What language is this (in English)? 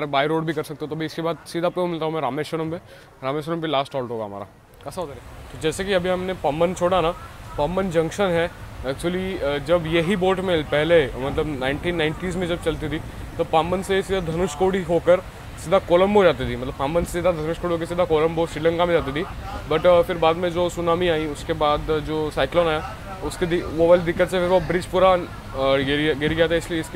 Hindi